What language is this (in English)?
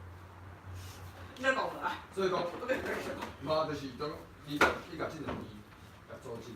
Min Nan Chinese